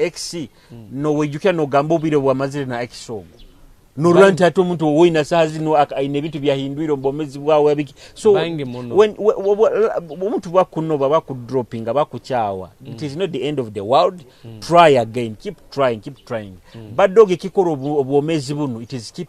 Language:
Nyoro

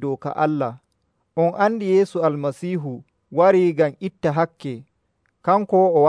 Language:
Nigerian Fulfulde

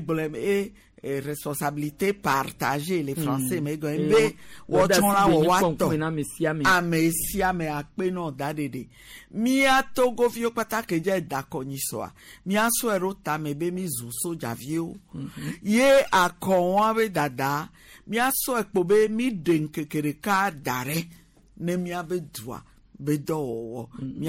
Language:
Gen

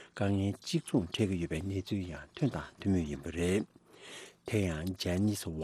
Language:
Tibetan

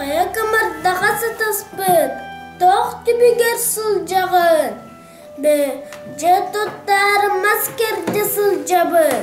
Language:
Yakut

